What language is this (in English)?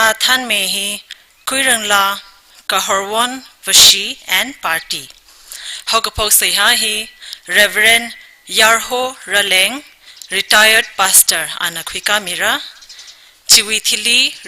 Tangkhul Naga (India)